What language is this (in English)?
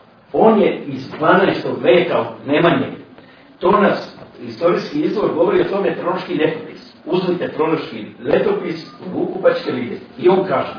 Serbian